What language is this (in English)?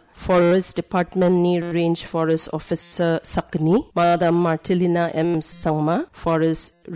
Garo